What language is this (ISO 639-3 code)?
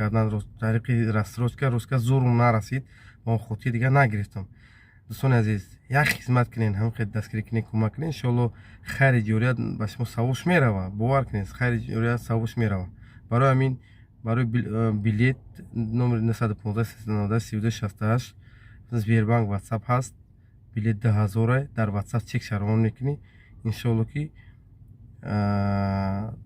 tgk